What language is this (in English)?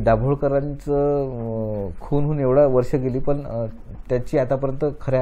Marathi